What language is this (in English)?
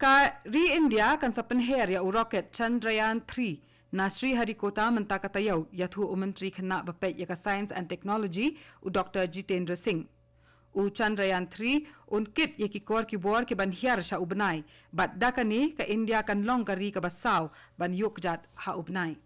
Khasi